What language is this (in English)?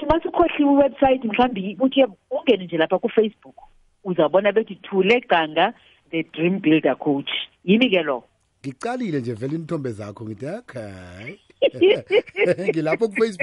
South Ndebele